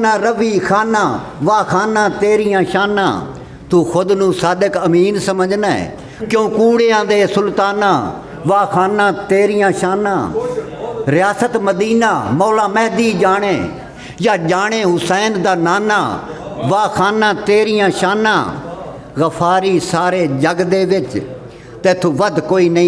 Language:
Saraiki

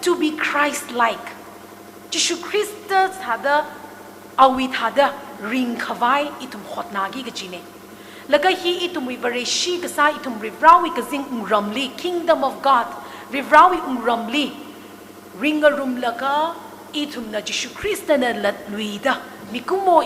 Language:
Tangkhul Naga (India)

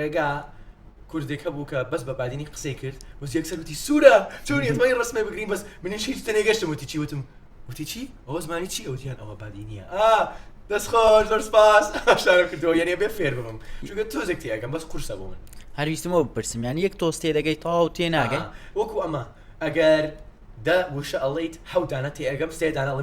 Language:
Central Kurdish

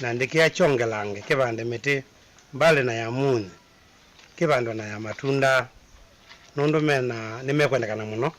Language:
Kamba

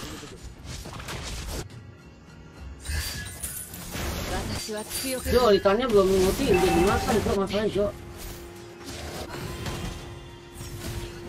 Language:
Indonesian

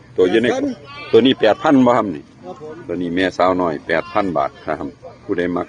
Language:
Northeastern Thai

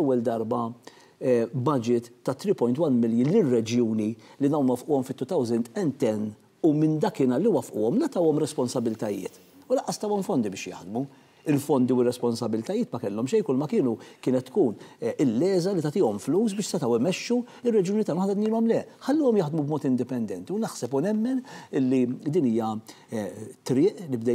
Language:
Maltese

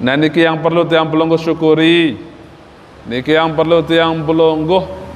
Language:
Sasak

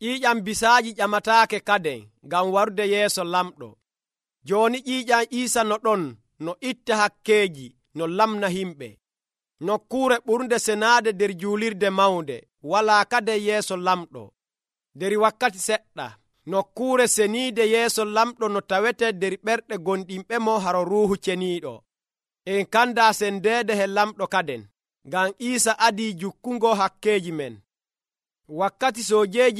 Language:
Nigerian Fulfulde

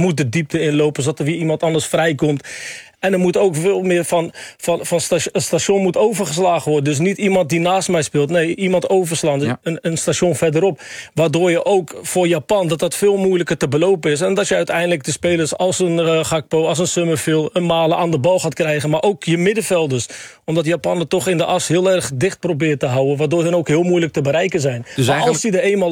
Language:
Dutch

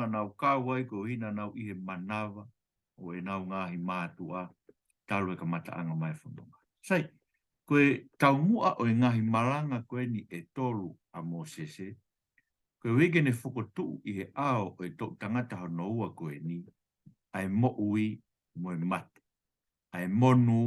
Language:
Tongan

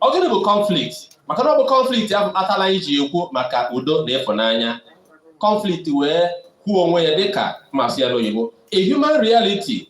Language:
Igbo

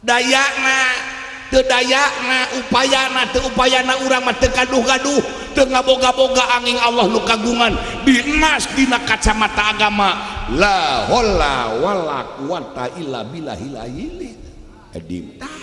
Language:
Sundanese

